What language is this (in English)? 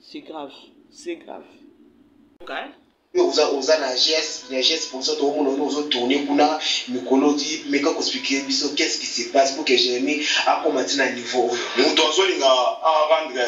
Lingala